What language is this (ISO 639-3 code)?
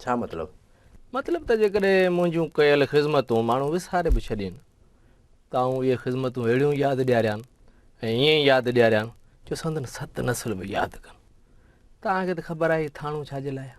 snd